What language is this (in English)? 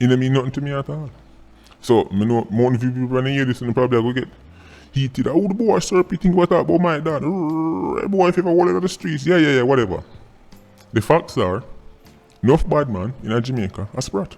Jamaican Creole English